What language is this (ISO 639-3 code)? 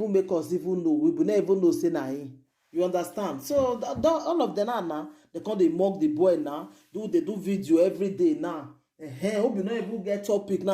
pcm